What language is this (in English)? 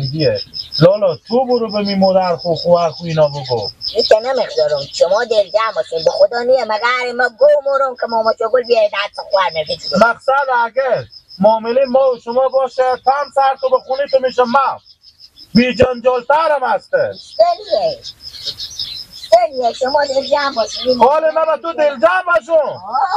Persian